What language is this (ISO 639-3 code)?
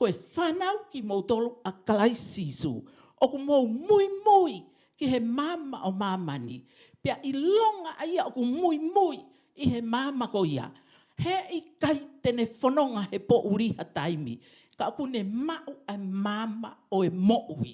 ton